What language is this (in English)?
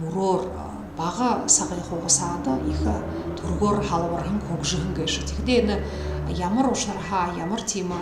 Buriat